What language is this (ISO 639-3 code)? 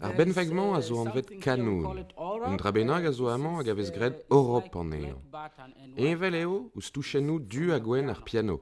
bre